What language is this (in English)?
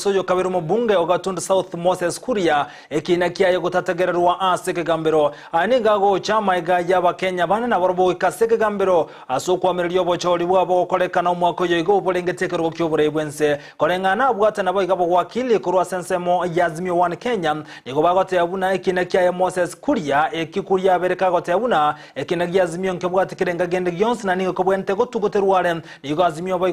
Gusii